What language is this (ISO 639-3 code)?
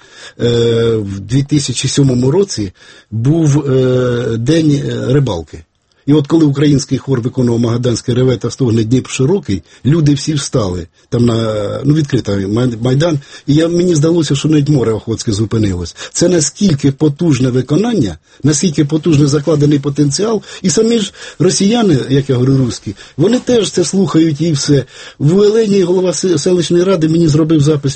ukr